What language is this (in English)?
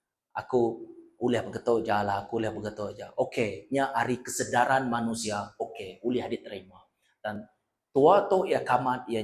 Iban